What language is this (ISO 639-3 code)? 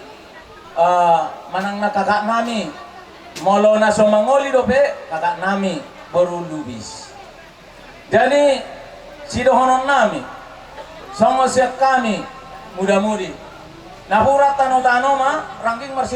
bbc